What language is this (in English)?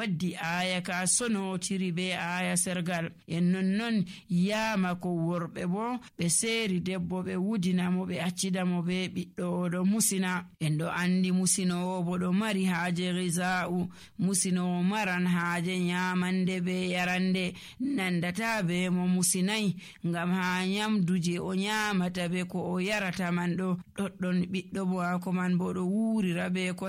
Nigerian Fulfulde